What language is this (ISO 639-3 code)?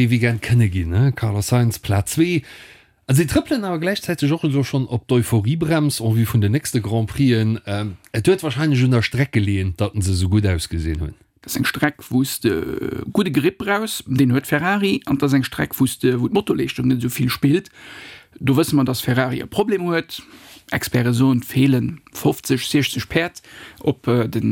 ltz